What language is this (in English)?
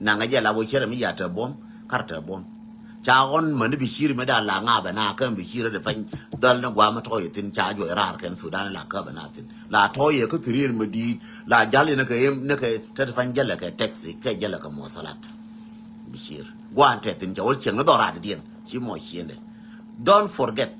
Nuer